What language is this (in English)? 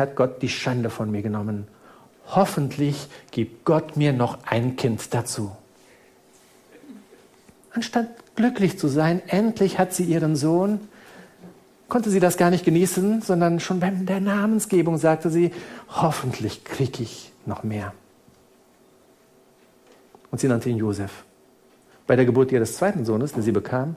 German